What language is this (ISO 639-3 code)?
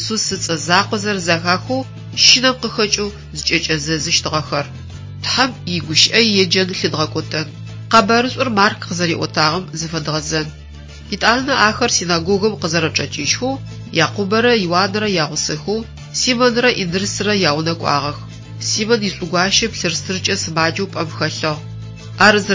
ady